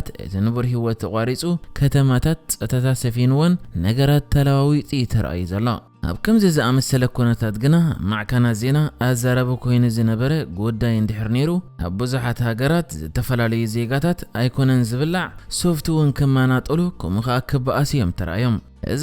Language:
Tigrinya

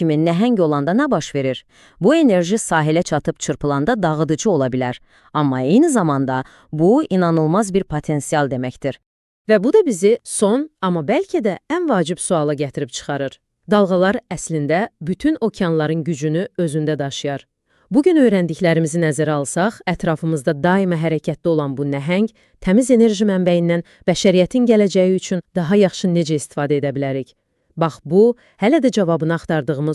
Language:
Azerbaijani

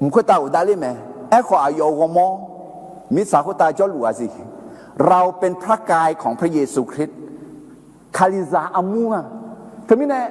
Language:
Akha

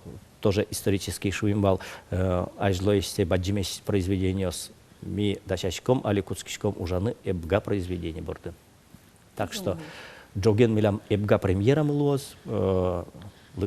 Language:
Udmurt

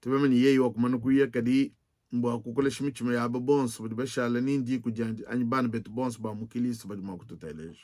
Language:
Luba-Lulua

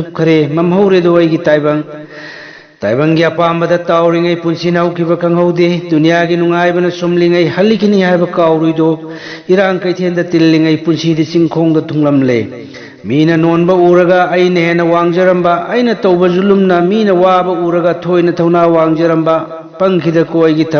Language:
Manipuri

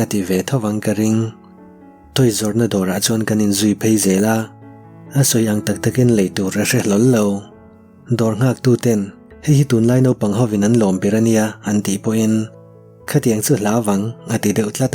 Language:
Mizo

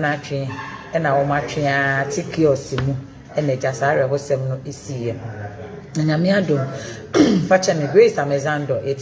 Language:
Akan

